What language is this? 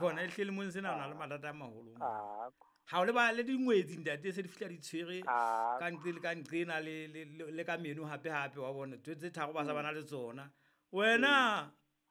Southern Sotho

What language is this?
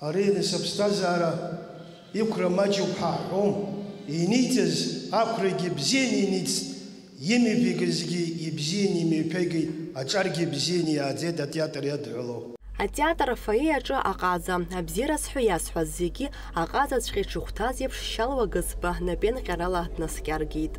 Abkhazian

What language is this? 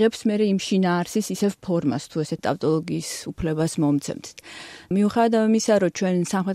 Georgian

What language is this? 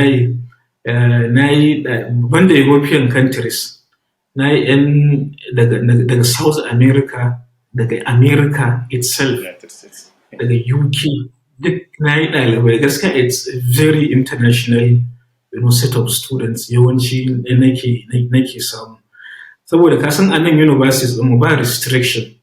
Hausa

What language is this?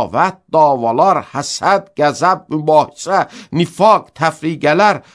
Azerbaijani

